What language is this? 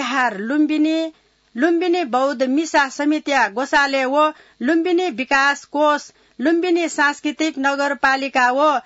Newari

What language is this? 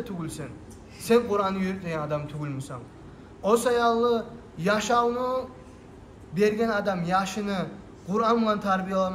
Kumyk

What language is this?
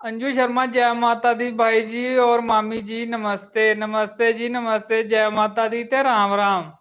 Dogri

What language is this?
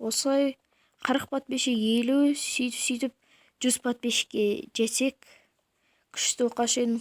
Kazakh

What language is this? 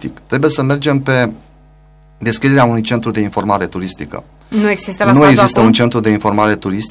Romanian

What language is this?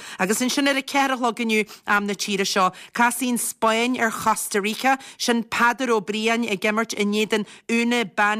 Irish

